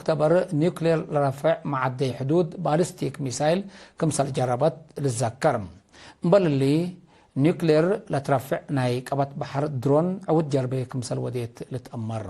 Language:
Tigre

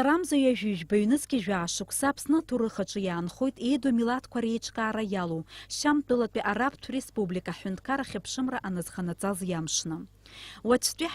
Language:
Abkhazian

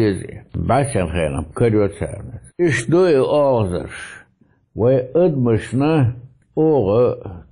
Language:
Chechen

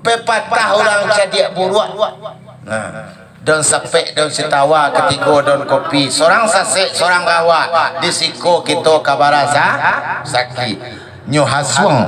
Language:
Minangkabau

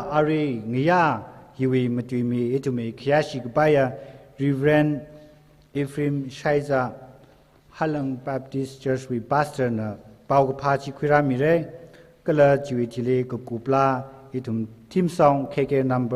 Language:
Tangkhul Naga (India)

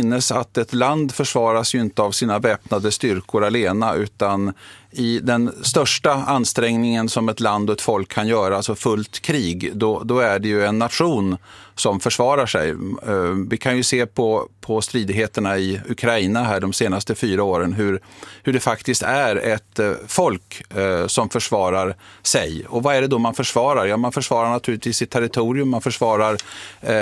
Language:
Swedish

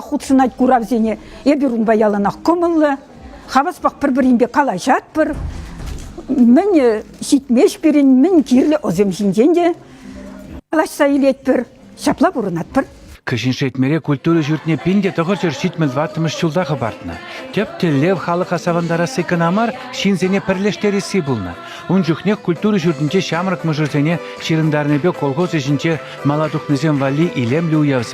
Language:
Chuvash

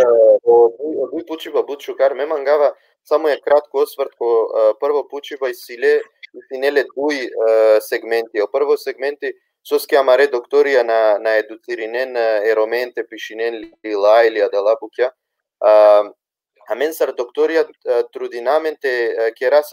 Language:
Balkan Romani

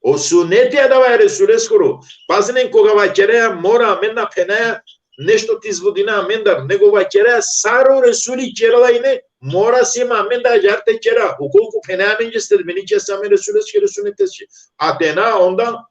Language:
Balkan Romani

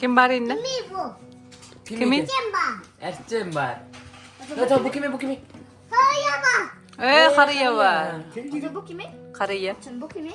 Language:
Yakut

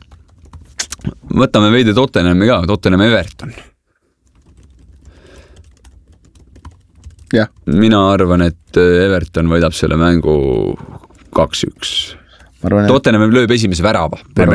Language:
Estonian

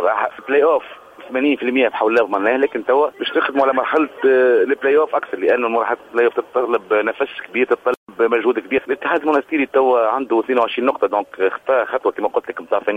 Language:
Tunisian Arabic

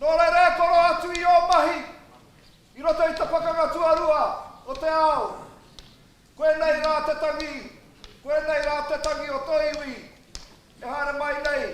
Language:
Māori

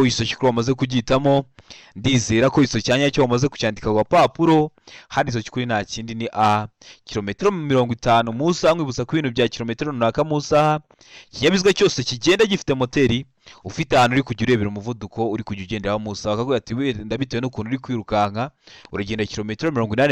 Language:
Kinyarwanda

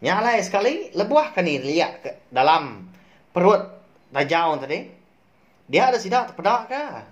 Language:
Iban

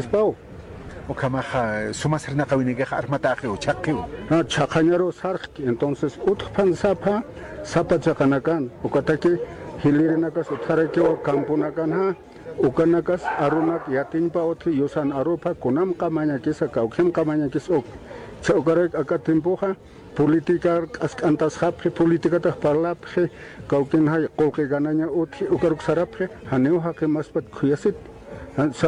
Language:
Aymara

